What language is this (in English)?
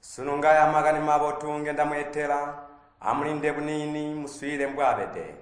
Tonga (Zambia)